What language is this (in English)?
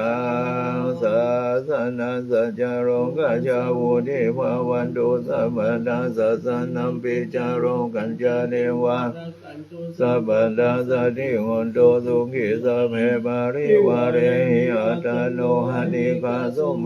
Pali